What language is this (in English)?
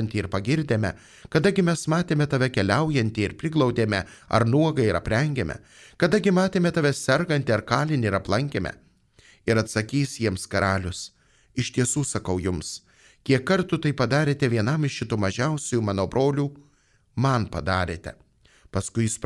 Lithuanian